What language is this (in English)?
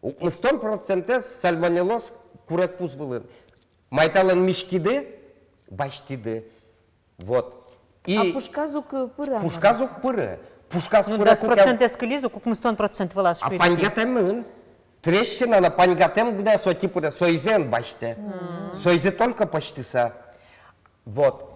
Udmurt